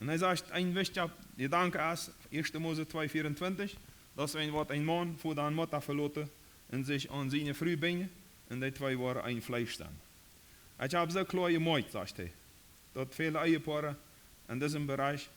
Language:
Plautdietsch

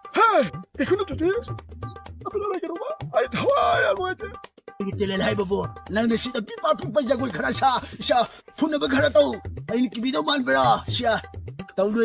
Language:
Manipuri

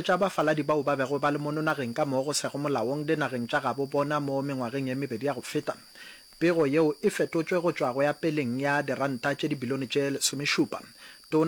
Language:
Northern Sotho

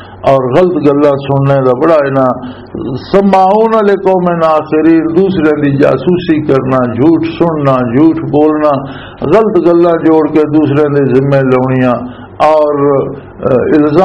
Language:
Western Panjabi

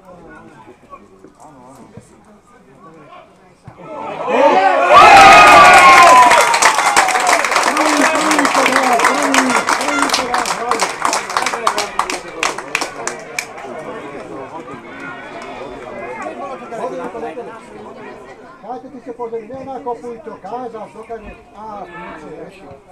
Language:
Slovak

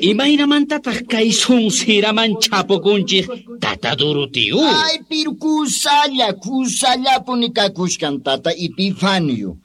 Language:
Quechua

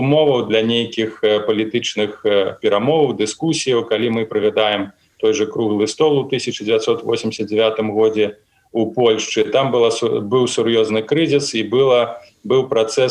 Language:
Belarusian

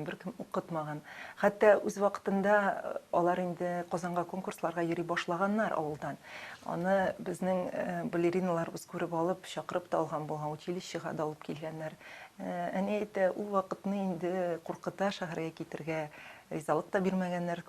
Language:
Tatar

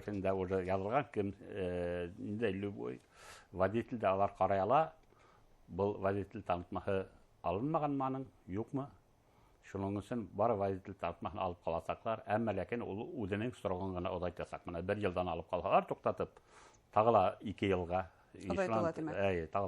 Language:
Bashkir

